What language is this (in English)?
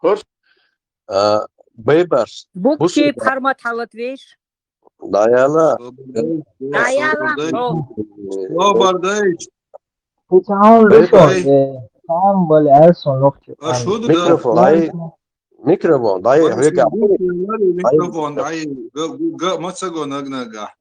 Chechen